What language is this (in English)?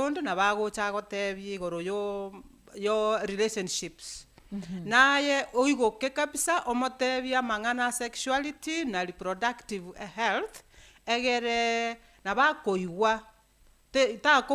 Gusii